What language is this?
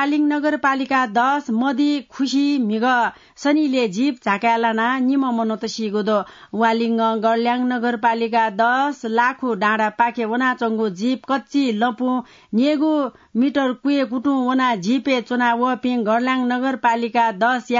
Newari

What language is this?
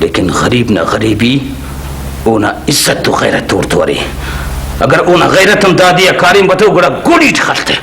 Brahui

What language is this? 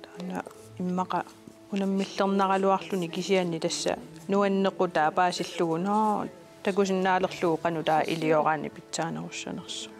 Kalaallisut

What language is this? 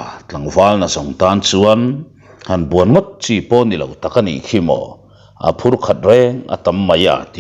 Mizo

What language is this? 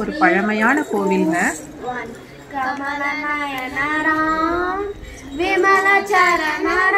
Tamil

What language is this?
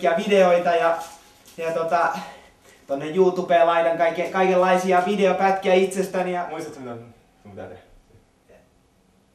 Finnish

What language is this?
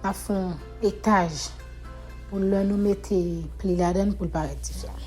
Haitian Creole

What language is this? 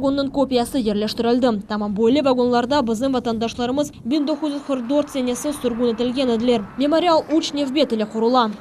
Crimean Tatar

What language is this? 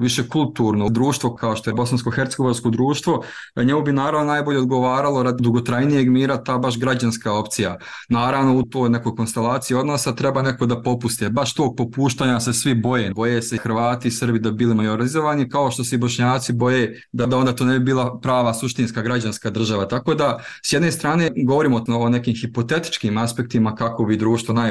Bosnian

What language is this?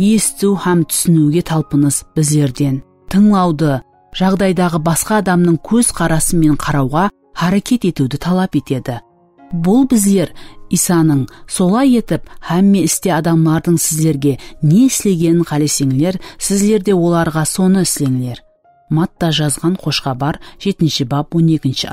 Kara-Kalpak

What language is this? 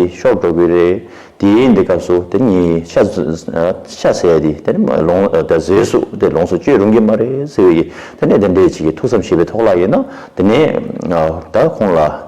Tibetan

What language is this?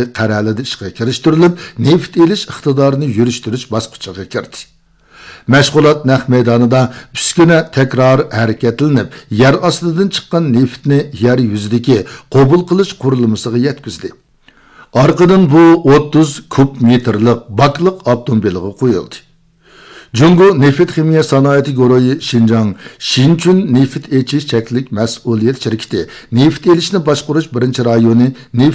Uyghur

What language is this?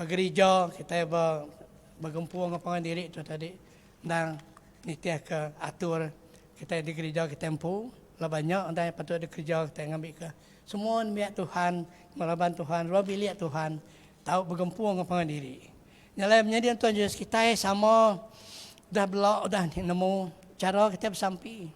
Iban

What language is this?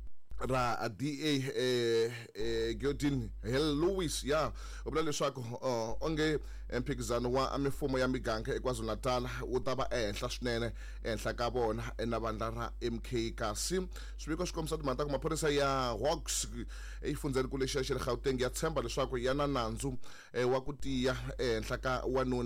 Tsonga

